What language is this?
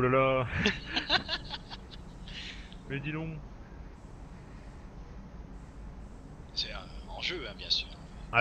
French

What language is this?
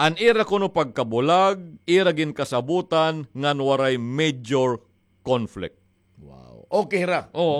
Waray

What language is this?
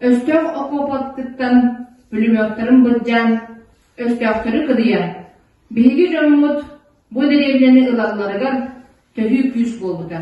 Yakut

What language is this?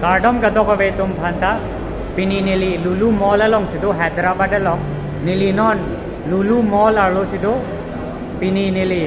Karbi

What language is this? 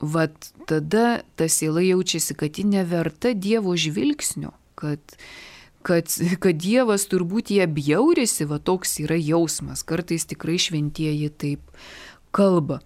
Lithuanian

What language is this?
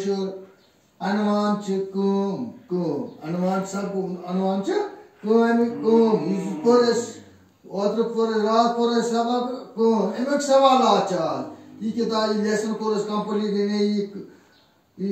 Kashmiri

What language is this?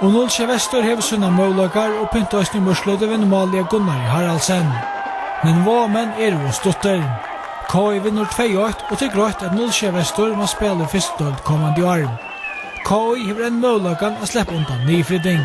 Faroese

